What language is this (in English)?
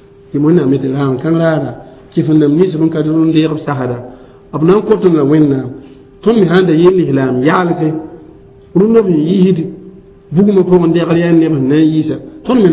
Mossi